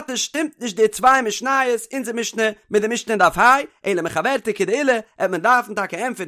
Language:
Yiddish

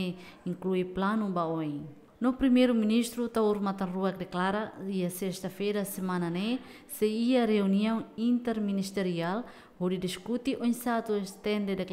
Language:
Tetum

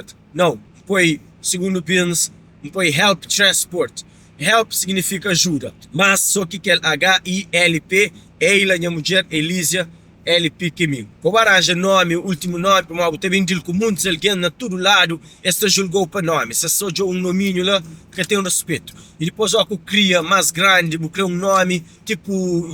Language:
Kabuverdianu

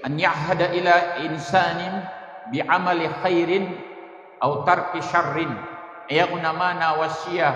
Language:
Maranao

